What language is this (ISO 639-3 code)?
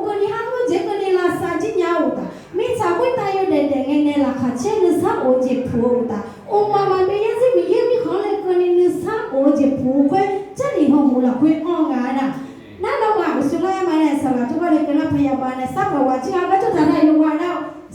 ahk